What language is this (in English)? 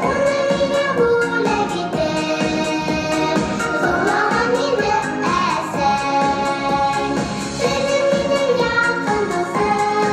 Bashkir